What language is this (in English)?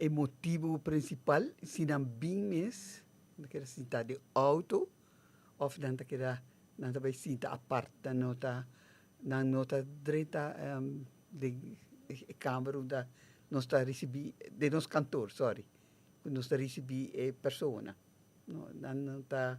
Papiamento